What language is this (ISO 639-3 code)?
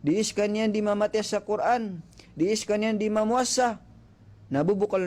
mrw